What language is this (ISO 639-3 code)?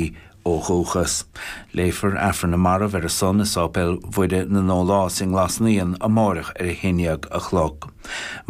gle